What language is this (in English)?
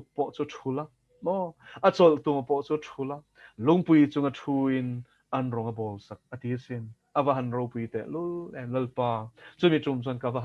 Mizo